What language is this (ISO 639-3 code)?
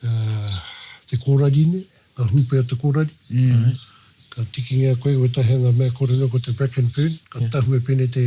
mri